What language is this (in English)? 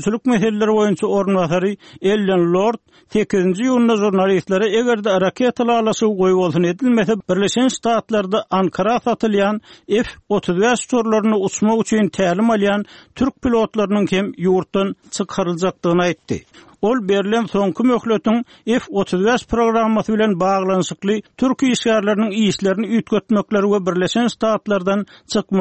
Turkmen